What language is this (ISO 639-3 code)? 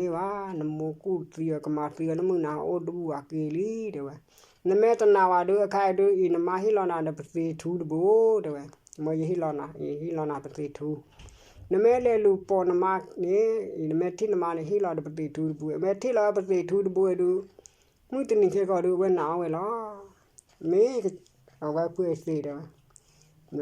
ksw